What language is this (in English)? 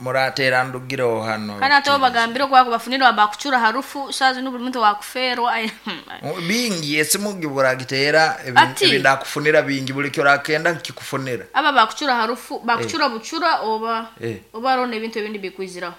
Nyankole